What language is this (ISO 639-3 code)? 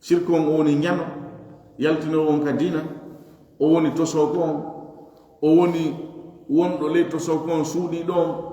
ful